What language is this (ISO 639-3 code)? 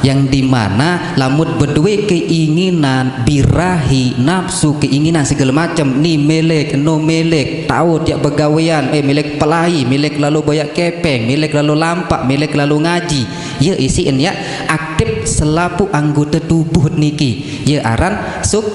sas